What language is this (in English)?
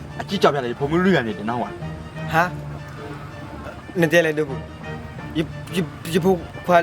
S'gaw Karen